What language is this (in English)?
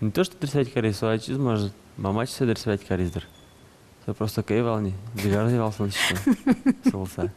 Udmurt